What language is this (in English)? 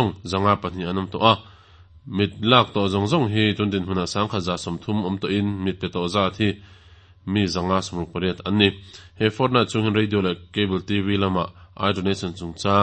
Mizo